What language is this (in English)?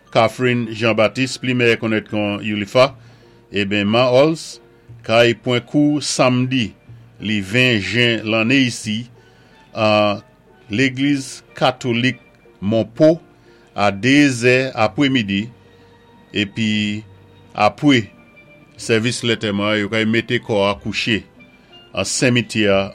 Saint Lucian Creole French